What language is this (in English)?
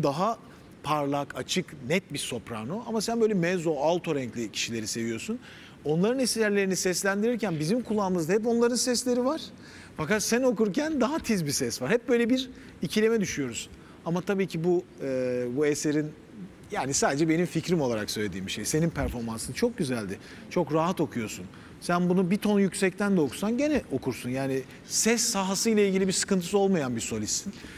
Turkish